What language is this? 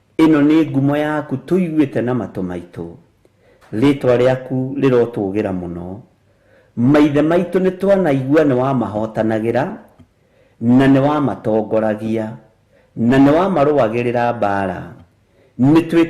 Kikuyu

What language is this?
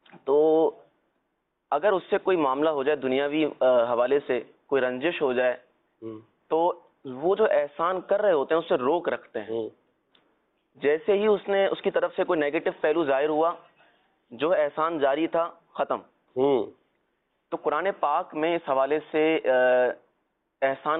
Urdu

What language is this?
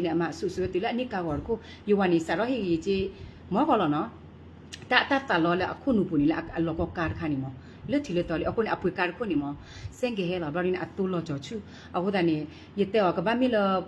S'gaw Karen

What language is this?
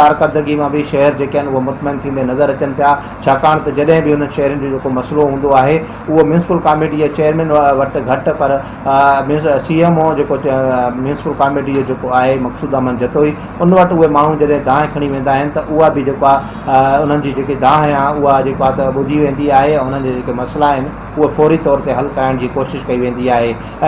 Sindhi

